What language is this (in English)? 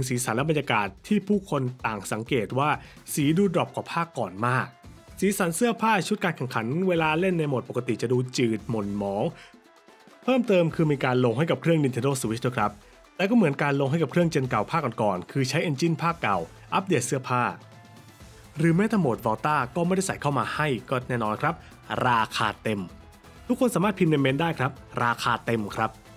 Thai